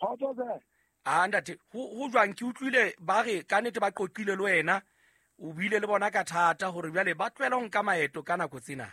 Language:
Southern Sotho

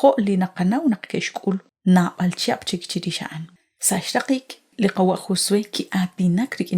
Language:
Kekchí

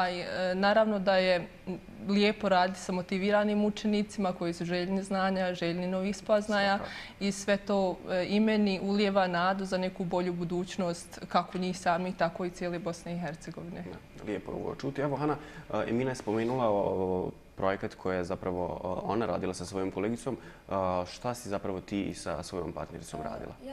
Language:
Bosnian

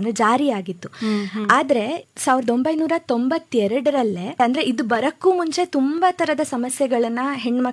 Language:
Kannada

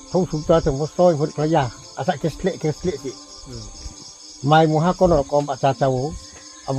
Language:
Riang (India)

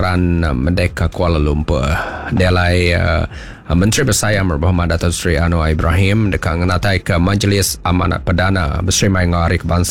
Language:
Iban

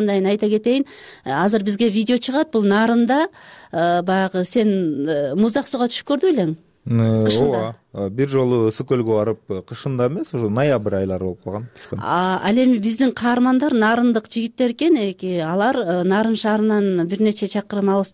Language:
Kyrgyz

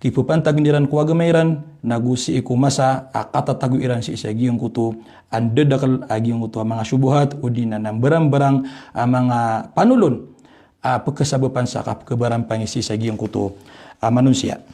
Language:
Maranao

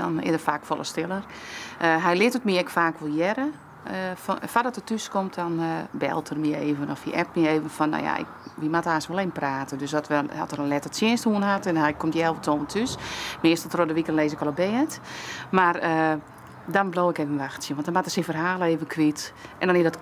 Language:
Western Frisian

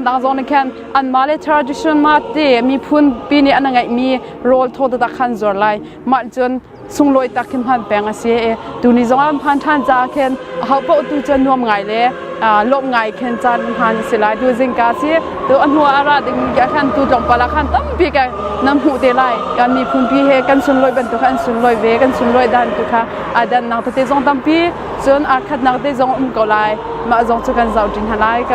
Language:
Hakha Chin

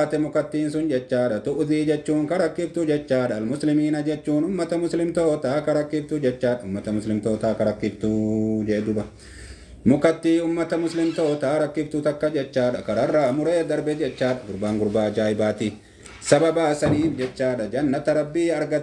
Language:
Oromo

